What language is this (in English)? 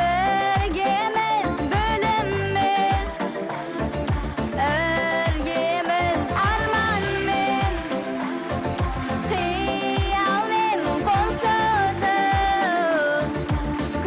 Kazakh